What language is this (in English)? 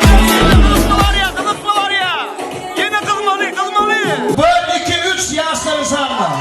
Turkmen